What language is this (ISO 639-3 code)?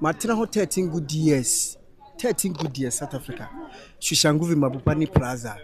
aka